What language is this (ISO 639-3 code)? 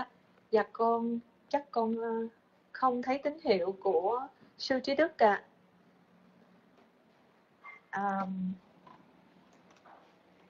vie